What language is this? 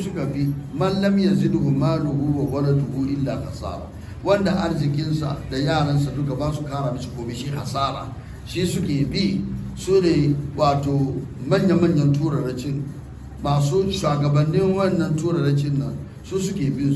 Hausa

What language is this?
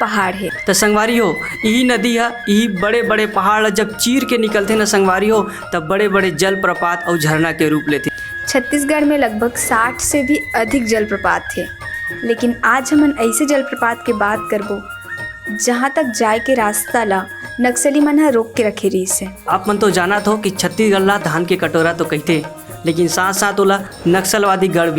Chhattisgarhi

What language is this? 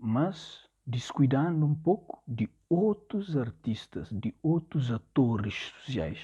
Kabuverdianu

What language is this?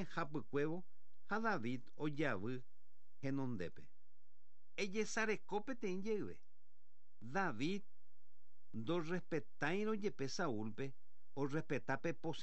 Guarani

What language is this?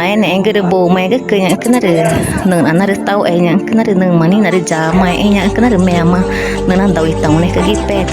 Ticuna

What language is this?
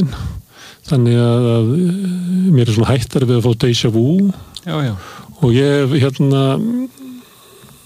Icelandic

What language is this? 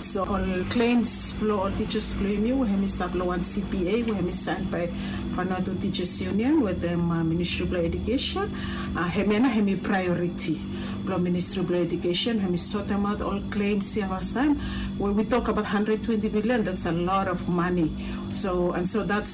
Bislama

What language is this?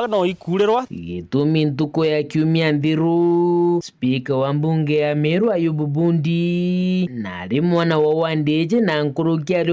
Meru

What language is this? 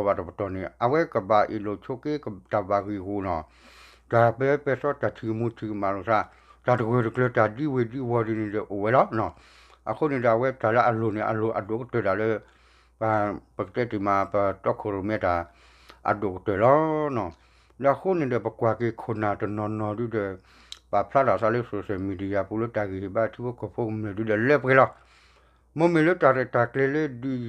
S'gaw Karen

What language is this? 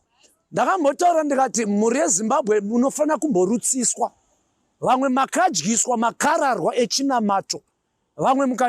Shona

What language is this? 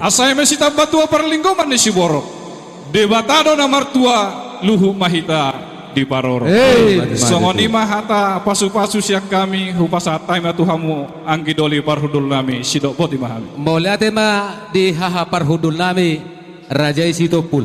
Batak Toba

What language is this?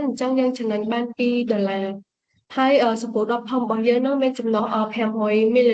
Khmer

